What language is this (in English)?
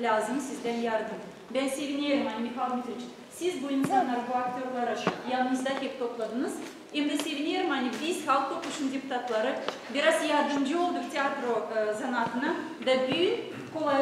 Gagauz